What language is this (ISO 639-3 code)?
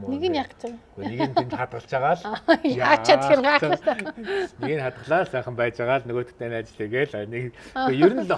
mon